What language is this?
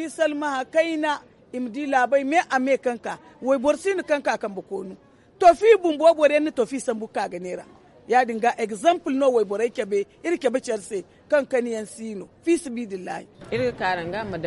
Zarma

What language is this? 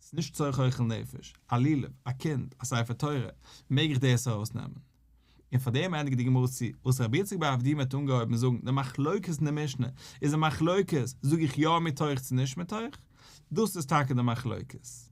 Yiddish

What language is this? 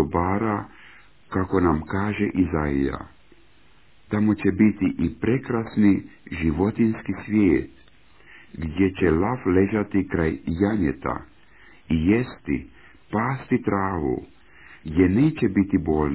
Croatian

